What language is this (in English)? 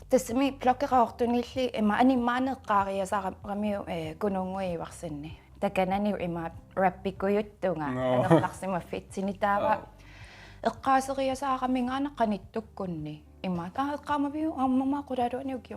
Kalaallisut